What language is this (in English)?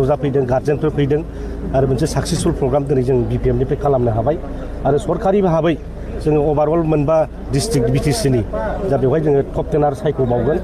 Bodo